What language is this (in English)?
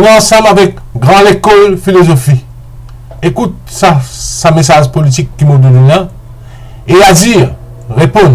Morisyen